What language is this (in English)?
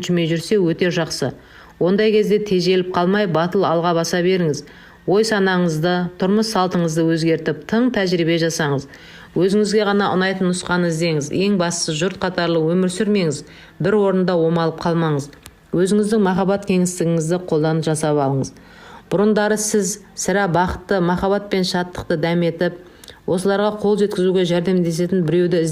Kazakh